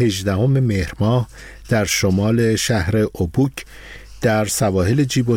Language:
Persian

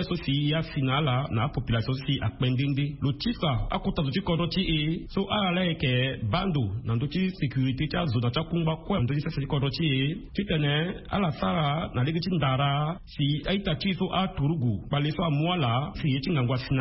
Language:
Sango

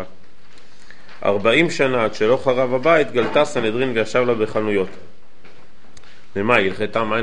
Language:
Hebrew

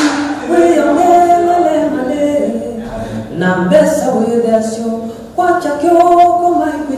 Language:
Kamba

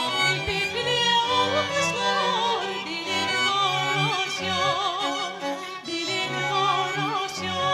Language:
Turkmen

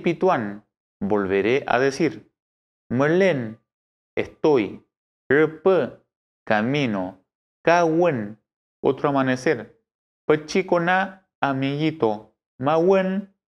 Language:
Mapuche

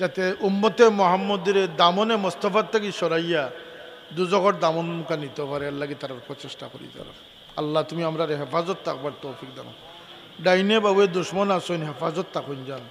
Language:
Sylheti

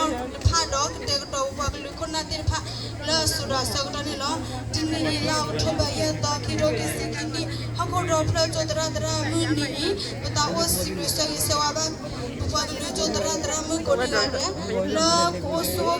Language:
S'gaw Karen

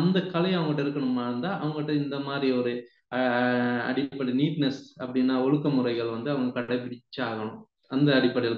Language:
Tamil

